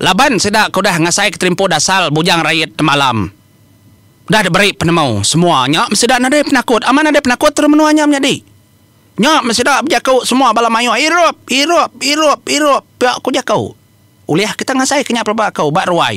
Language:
Iban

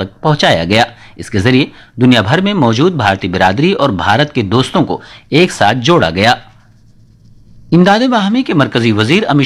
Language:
Urdu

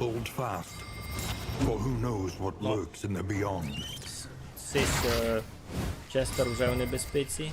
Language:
Rusyn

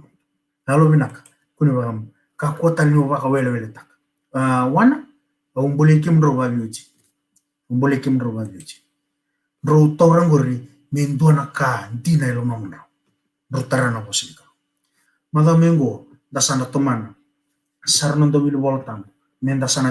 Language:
Fijian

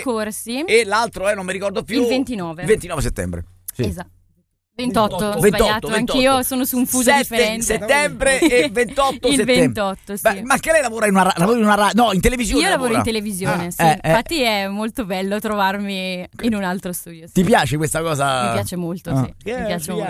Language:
Italian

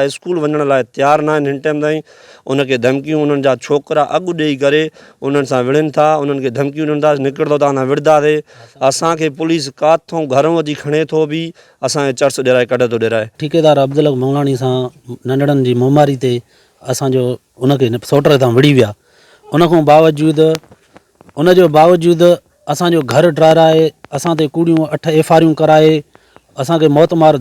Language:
Sindhi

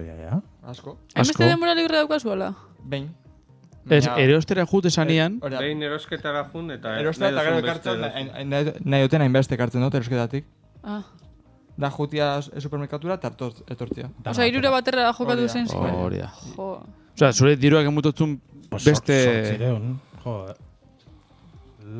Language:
Basque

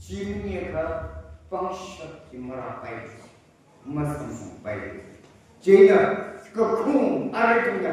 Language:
Tangkhul Naga (India)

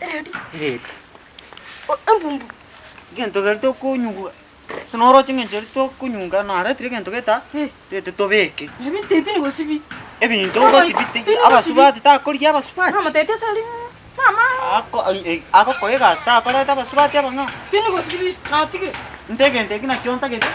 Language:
Gusii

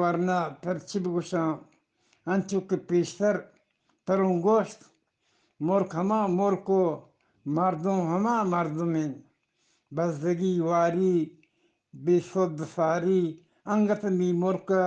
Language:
Eastern Balochi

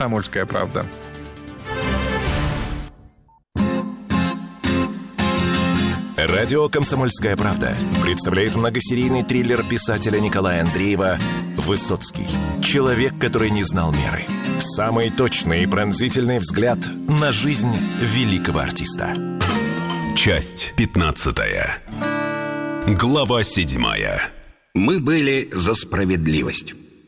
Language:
Russian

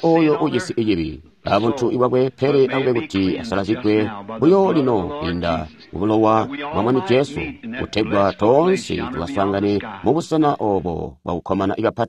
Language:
Tonga (Zambia)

